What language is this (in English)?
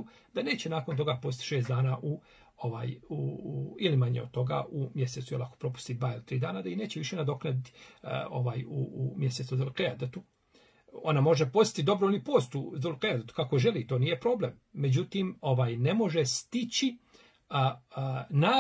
Bosnian